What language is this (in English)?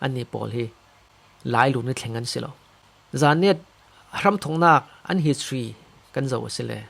Falam Chin